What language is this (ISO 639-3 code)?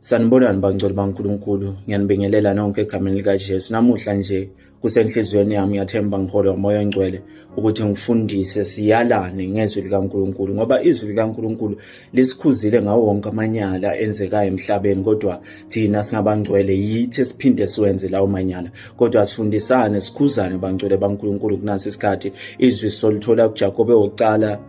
zul